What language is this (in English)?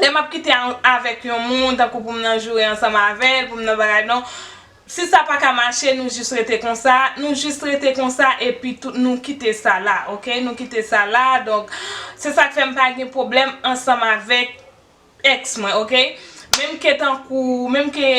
Haitian Creole